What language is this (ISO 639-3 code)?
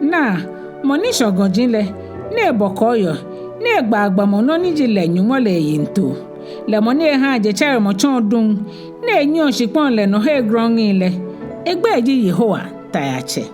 gaa